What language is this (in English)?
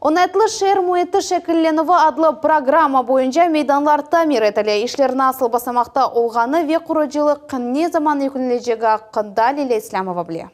Crimean Tatar